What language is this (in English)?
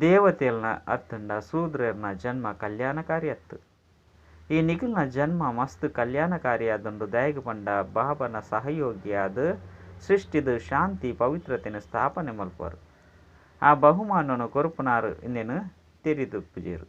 Tulu